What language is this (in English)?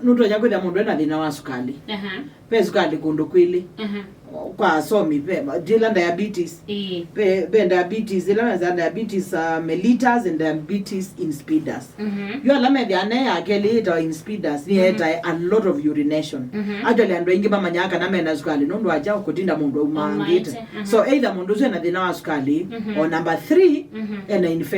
Kamba